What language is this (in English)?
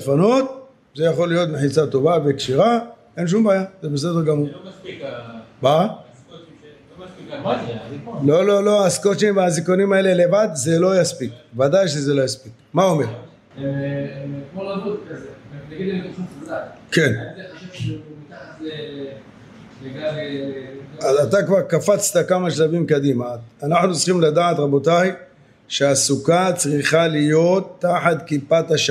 Hebrew